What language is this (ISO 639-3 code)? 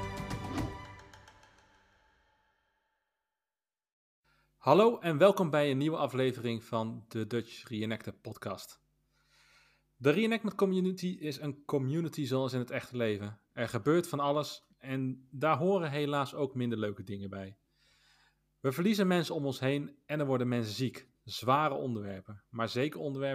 nld